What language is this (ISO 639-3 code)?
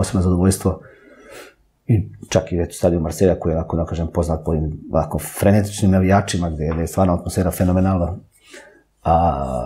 srp